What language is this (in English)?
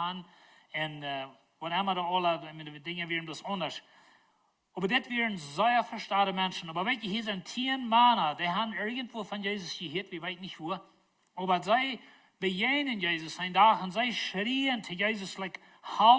Plautdietsch